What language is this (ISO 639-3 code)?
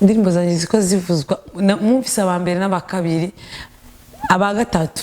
run